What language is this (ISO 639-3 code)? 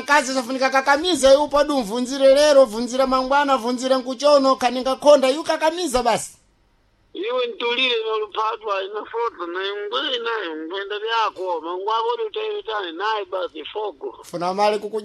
seh